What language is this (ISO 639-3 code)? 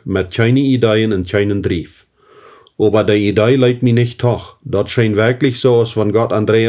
pdt